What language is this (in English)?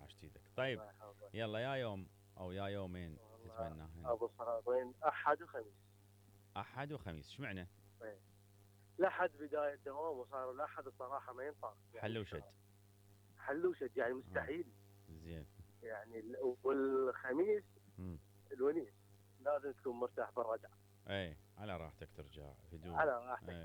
Mesopotamian Arabic